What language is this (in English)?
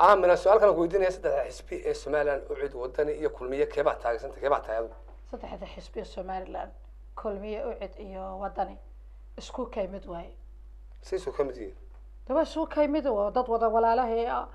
Somali